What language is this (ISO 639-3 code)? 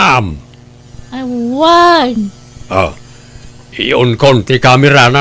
ilo